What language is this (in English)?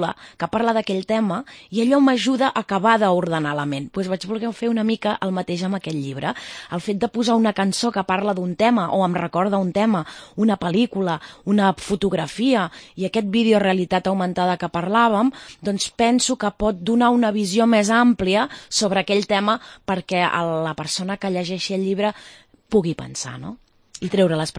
Catalan